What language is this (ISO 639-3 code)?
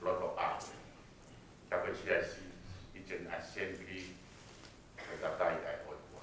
ton